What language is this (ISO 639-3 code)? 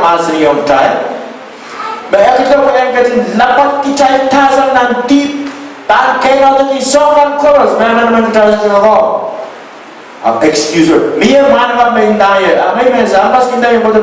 pon